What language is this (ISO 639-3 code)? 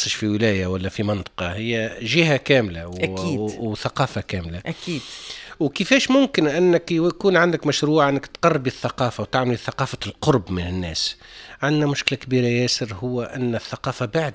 aeb